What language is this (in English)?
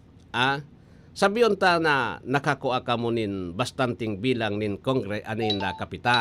Bikol